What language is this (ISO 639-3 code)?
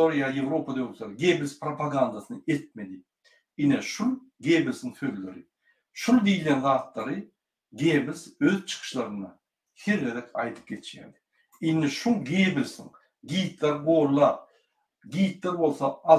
tuk